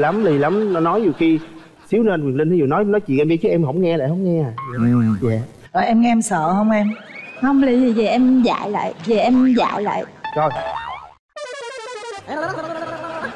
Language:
Vietnamese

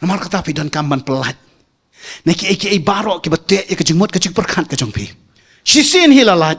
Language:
Khasi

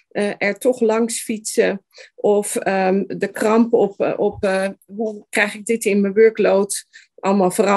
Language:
Dutch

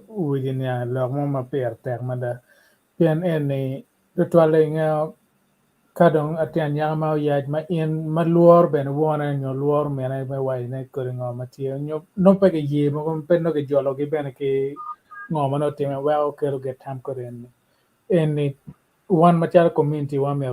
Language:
Acoli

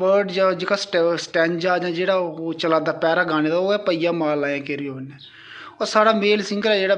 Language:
Dogri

